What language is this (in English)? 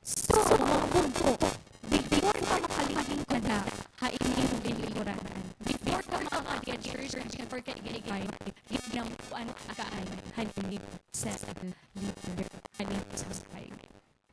Waray